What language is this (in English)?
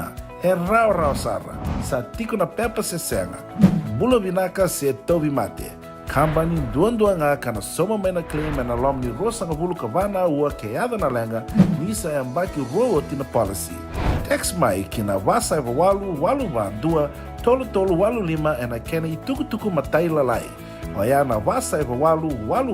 Fijian